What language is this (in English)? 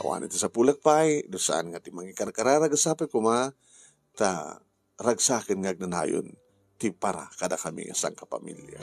Iloko